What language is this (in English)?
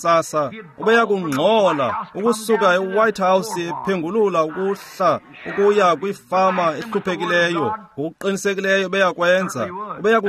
Xhosa